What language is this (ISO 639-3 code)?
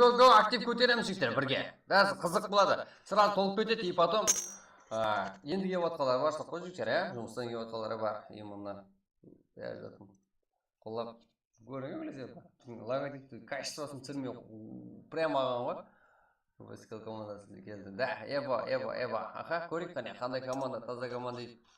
kaa